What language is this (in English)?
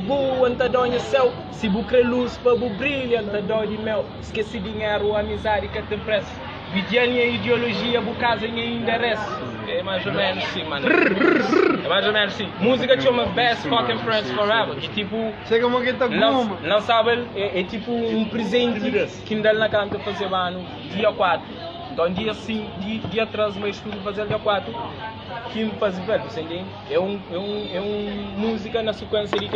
Kabuverdianu